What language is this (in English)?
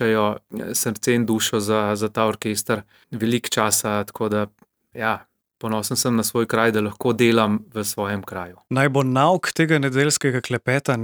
Slovenian